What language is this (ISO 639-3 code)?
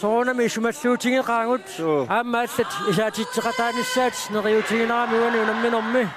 kal